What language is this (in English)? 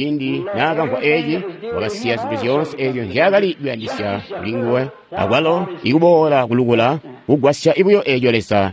Tonga (Zambia)